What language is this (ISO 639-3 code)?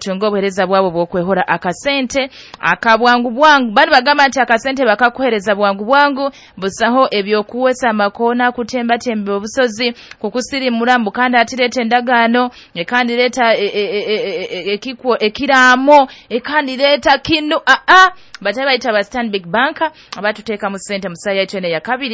nyo